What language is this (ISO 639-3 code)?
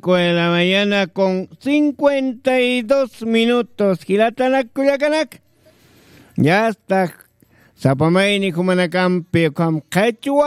aym